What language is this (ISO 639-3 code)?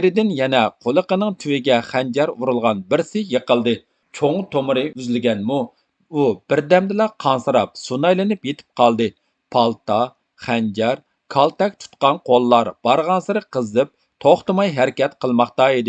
uig